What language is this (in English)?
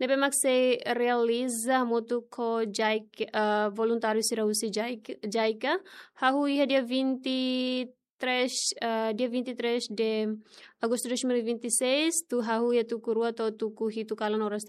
Tetum